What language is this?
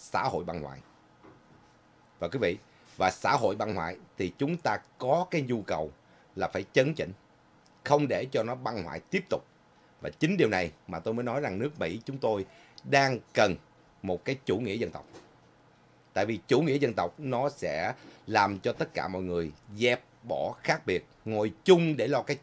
Vietnamese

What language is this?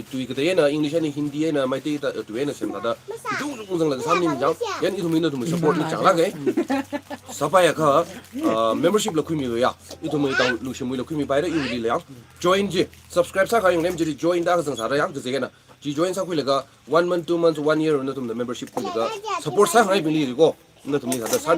Tangkhul Naga (India)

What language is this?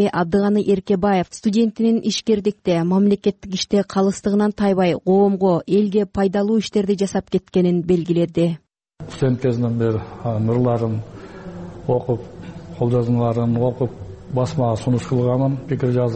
Kyrgyz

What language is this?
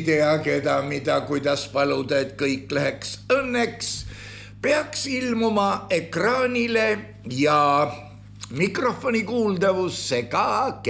Estonian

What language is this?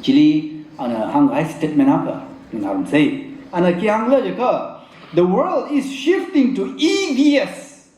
Tangkhul Naga (India)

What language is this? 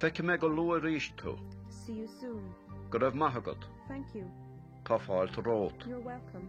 Irish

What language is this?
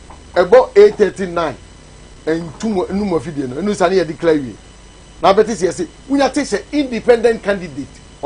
Akan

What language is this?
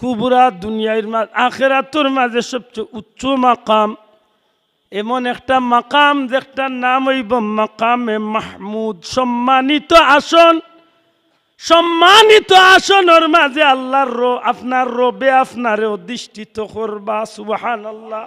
Sylheti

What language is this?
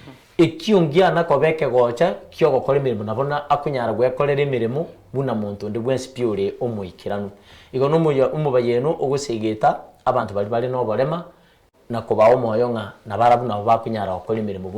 Gusii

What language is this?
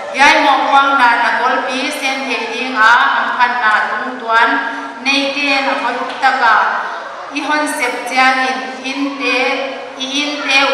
Paite Chin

